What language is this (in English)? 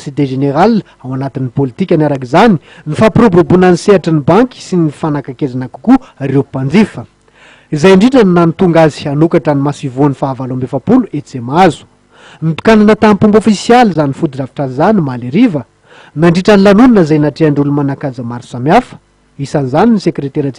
Malagasy